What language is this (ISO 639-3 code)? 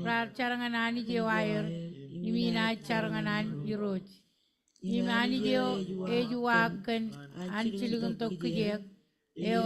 mah